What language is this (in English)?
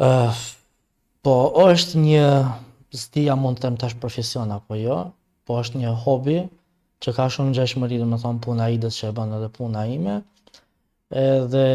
Albanian